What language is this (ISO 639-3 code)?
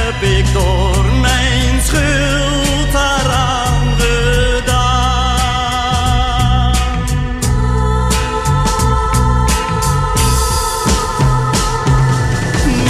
nld